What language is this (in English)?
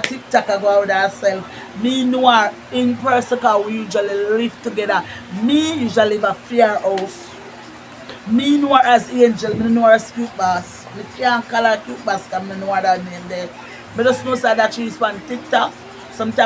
Jamaican Creole English